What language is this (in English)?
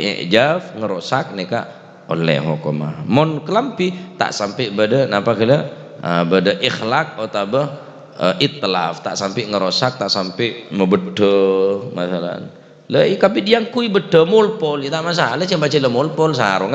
Madurese